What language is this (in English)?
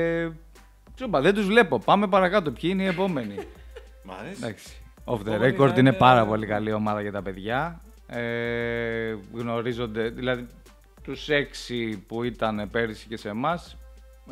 Greek